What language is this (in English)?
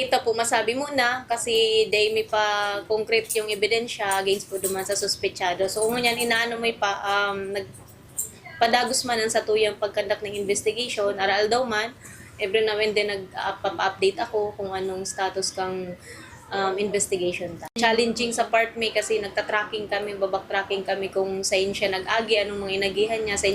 Bikol